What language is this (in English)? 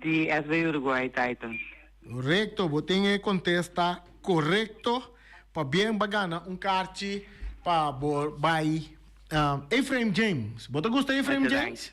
Papiamento